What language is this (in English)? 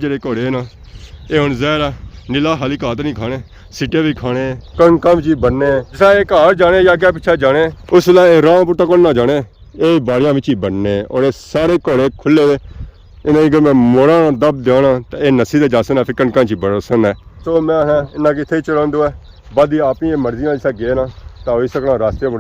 Pahari-Potwari